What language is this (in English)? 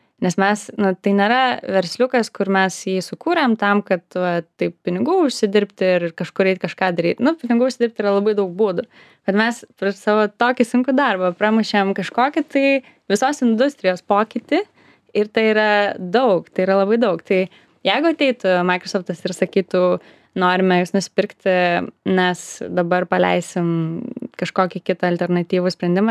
Lithuanian